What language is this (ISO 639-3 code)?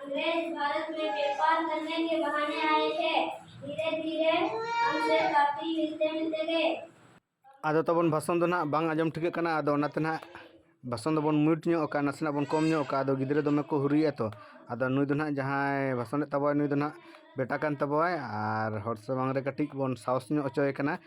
sat